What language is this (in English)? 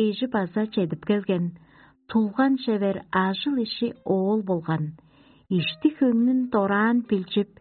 Tuvinian